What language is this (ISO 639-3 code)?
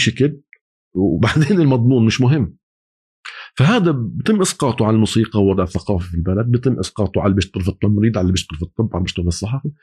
apc